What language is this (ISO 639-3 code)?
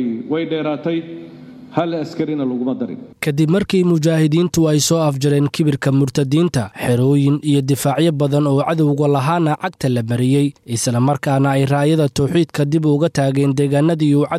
som